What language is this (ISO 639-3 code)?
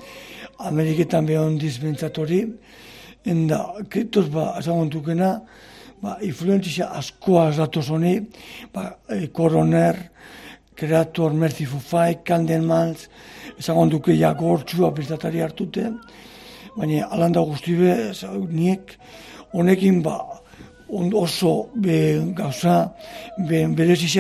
eus